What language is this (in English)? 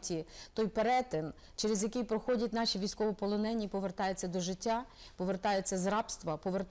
Ukrainian